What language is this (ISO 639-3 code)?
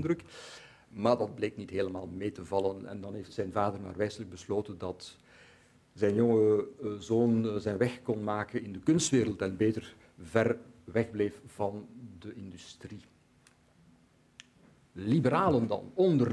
nld